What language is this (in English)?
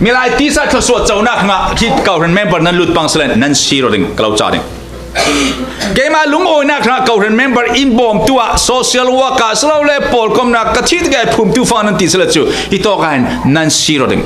Falam Chin